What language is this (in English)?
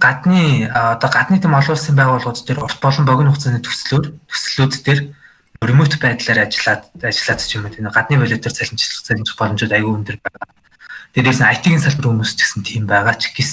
Mongolian